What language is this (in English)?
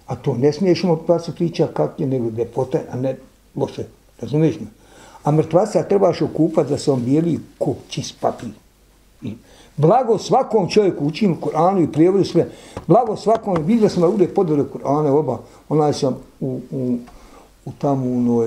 Bosnian